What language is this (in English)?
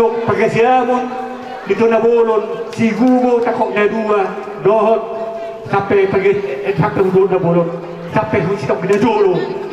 Batak Toba